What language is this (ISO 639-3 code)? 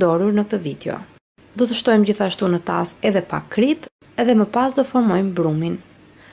sqi